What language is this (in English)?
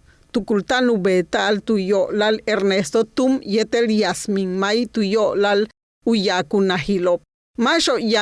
Yucateco